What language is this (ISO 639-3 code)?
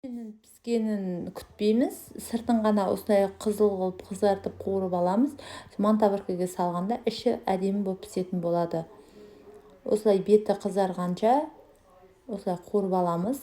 kaz